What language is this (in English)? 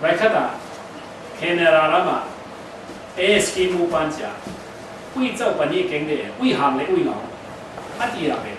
Falam Chin